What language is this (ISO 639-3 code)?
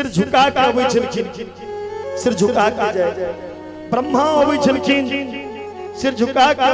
mai